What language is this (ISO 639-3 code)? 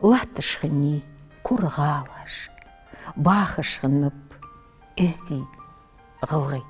inh